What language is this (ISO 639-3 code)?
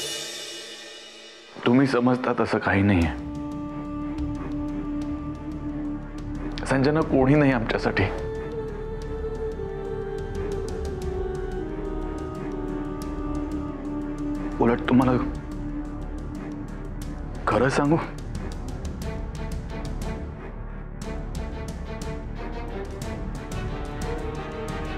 mar